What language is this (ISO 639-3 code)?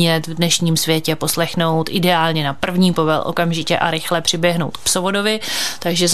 ces